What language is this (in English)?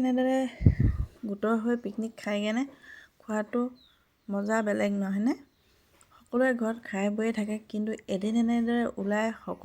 Assamese